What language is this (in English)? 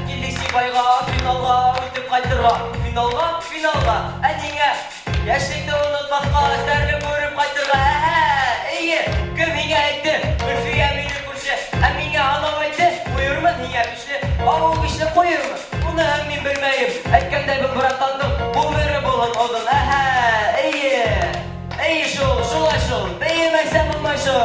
Bashkir